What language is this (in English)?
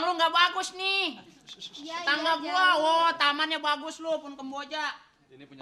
Betawi